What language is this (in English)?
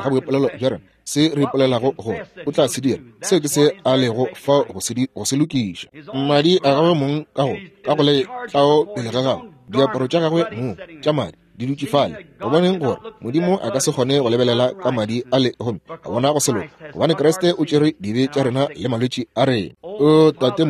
Northern Sotho